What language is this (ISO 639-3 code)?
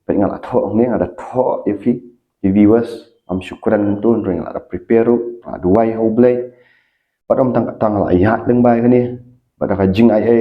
kha